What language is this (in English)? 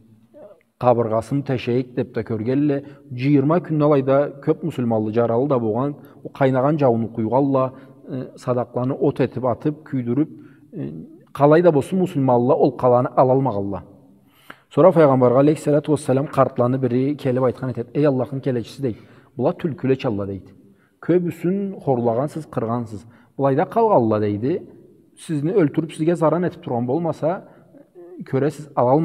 Karachay-Balkar